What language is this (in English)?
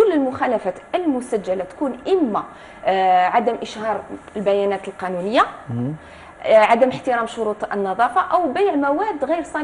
Arabic